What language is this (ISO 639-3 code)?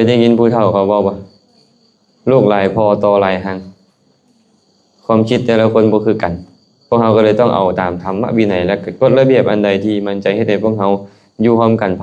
lao